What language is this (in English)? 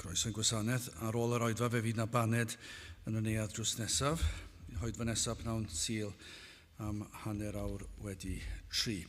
Welsh